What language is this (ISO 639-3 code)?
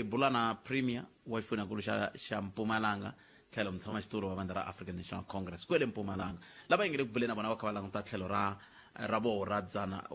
tso